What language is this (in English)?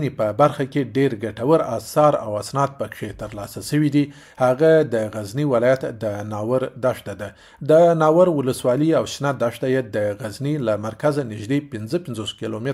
Pashto